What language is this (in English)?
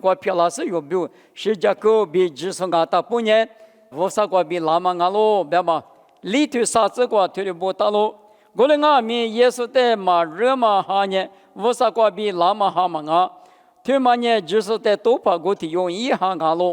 Lisu